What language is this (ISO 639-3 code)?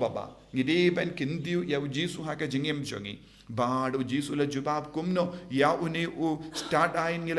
kha